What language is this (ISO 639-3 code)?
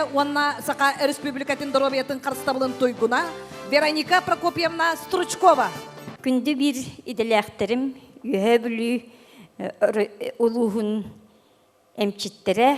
sah